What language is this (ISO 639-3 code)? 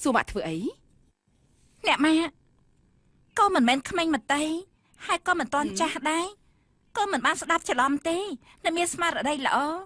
khm